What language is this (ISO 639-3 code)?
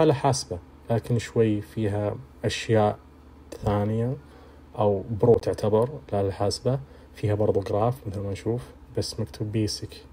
ars